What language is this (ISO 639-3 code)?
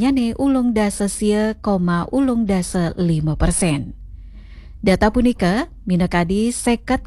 ban